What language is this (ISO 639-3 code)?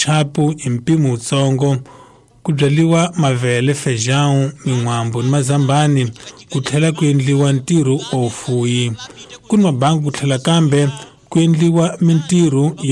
tso